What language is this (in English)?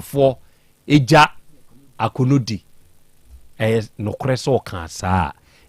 Akan